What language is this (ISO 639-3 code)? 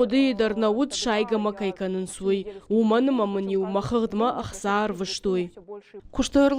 oss